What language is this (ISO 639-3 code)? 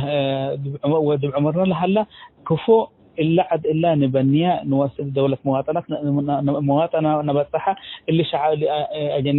tig